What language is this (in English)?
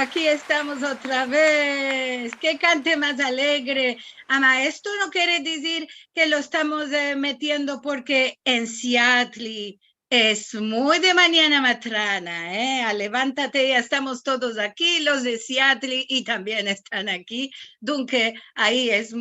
Ladino